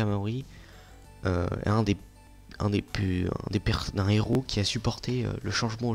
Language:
French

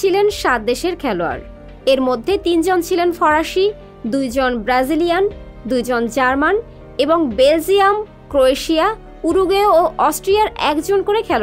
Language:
Bangla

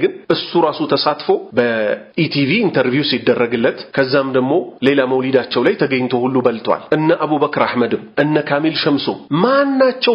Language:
Amharic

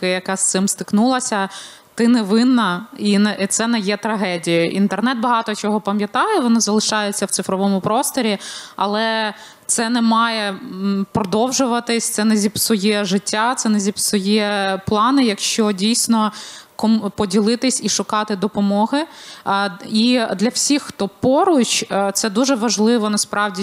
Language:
Ukrainian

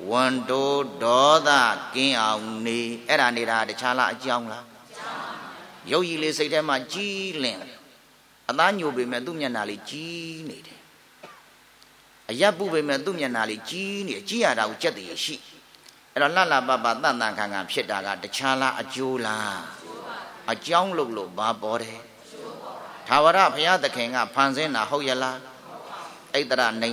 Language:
Burmese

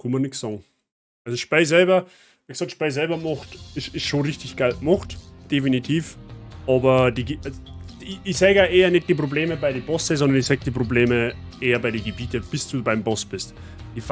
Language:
Bavarian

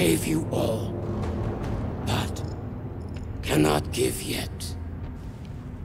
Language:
English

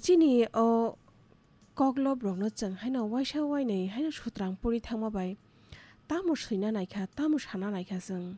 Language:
Kok Borok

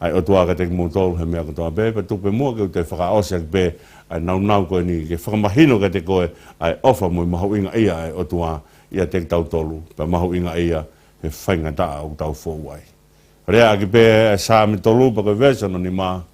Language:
Tongan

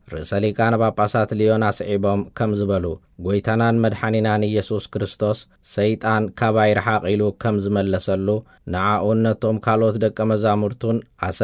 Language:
Tigrinya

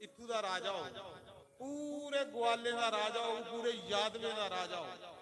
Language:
Dogri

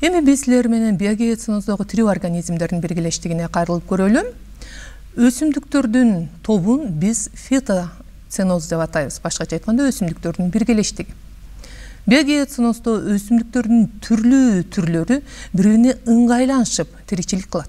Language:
Kyrgyz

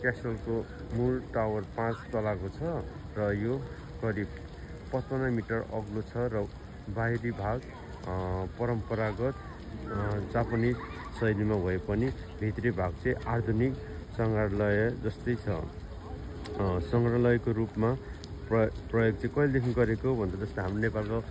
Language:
Nepali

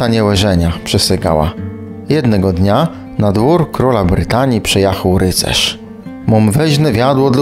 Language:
Kashubian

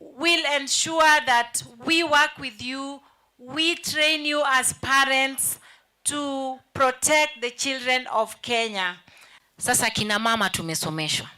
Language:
Kamba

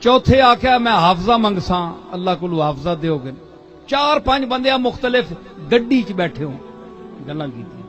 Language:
Saraiki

